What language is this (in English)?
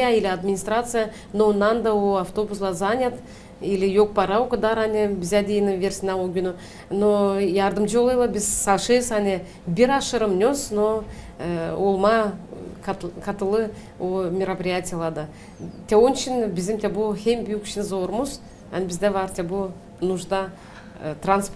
Gagauz